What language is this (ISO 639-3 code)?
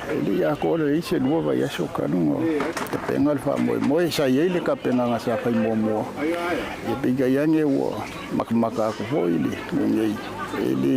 smo